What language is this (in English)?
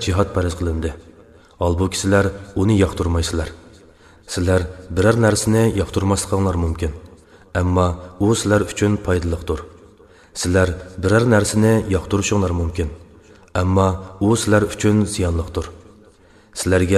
Uyghur